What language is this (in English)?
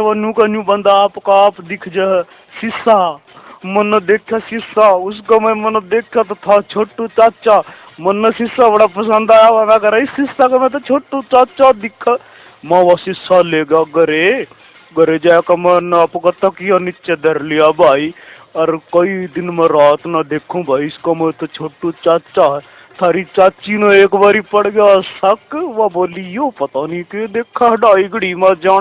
Haryanvi